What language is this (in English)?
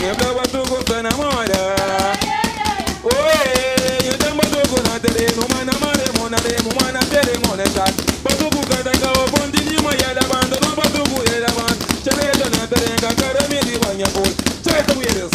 Kabuverdianu